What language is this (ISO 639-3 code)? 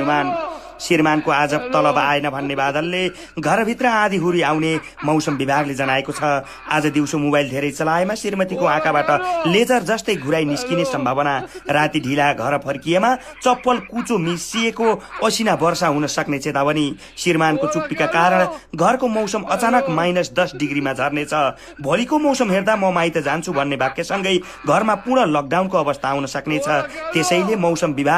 nep